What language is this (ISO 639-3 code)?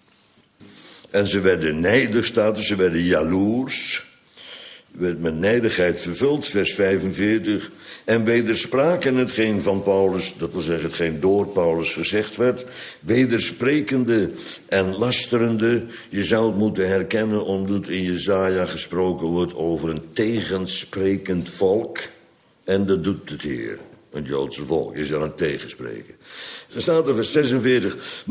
nld